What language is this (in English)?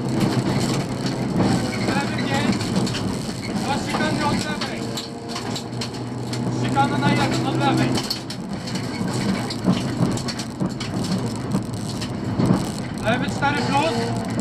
Polish